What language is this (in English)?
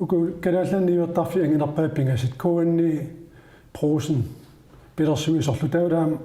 Kalaallisut